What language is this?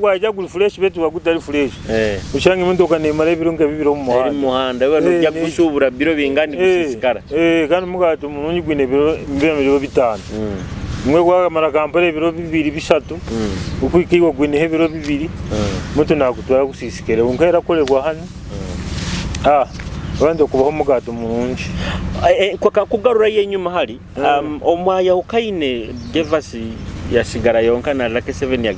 Nyoro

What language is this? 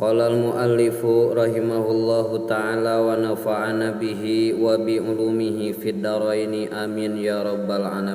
Sundanese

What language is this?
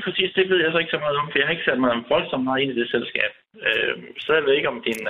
Danish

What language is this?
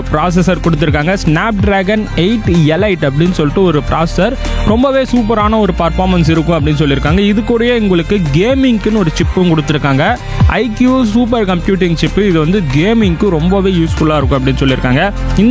Tamil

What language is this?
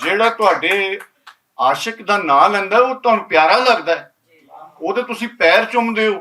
Western Panjabi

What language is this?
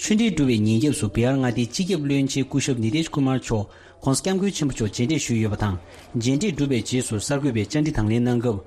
Tibetan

